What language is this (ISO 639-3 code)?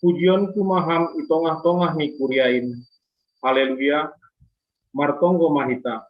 bts